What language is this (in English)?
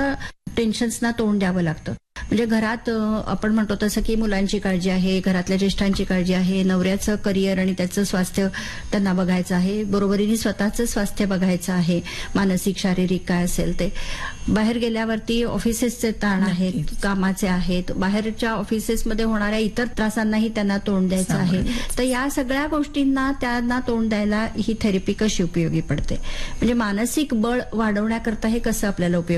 Marathi